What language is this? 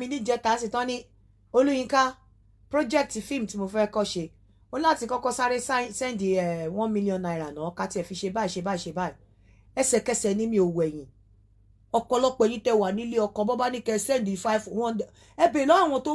Yoruba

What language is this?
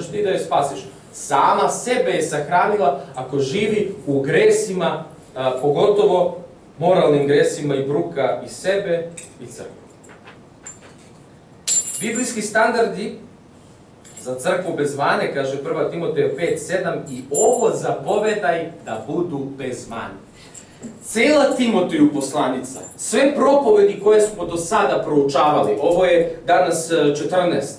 Serbian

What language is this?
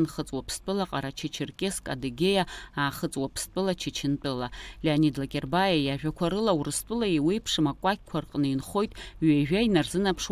Abkhazian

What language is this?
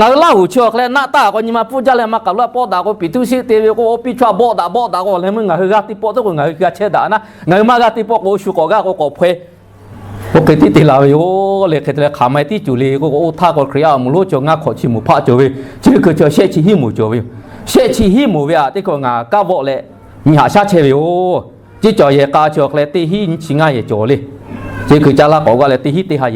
Lahu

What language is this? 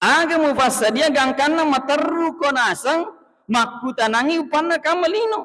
Buginese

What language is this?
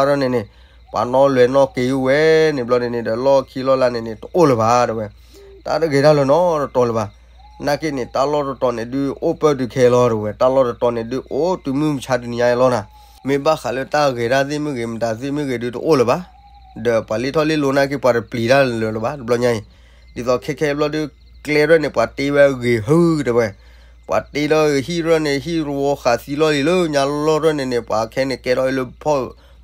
S'gaw Karen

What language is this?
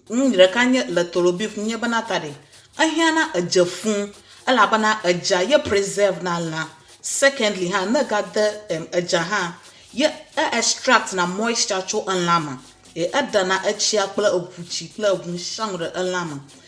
Ewe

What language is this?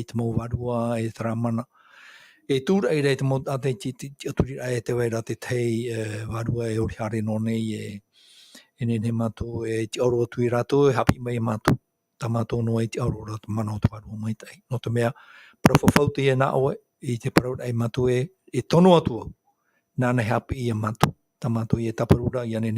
Tahitian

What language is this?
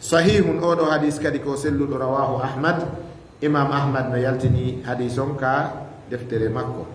Fula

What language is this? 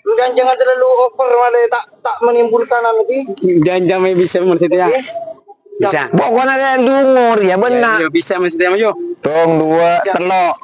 Madurese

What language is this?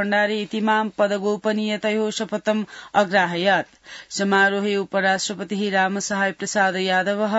Sanskrit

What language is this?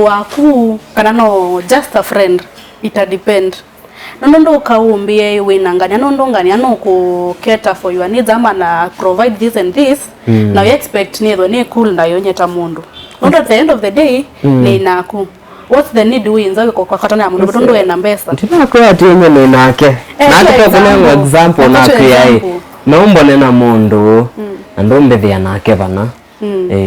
Kamba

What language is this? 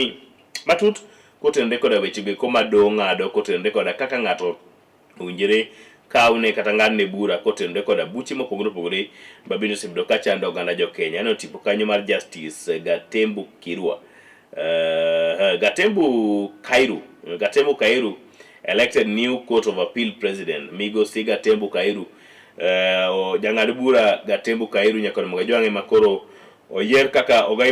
Luo (Kenya and Tanzania)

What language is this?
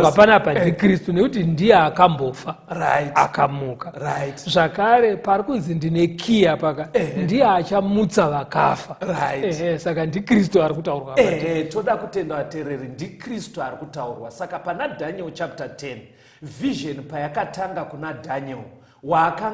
Shona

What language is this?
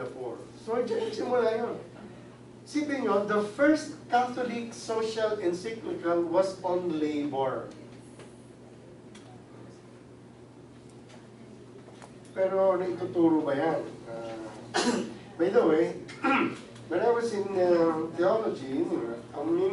Filipino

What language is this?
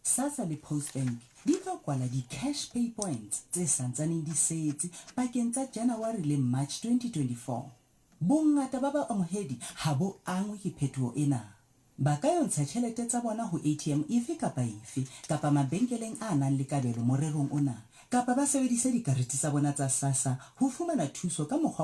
Southern Sotho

